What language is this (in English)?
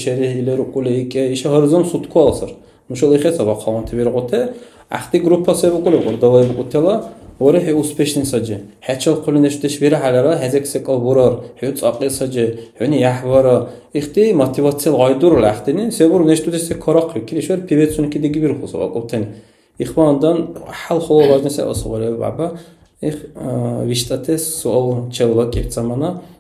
Dargwa